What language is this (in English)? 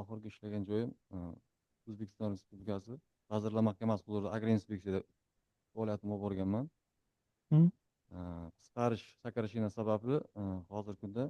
Uzbek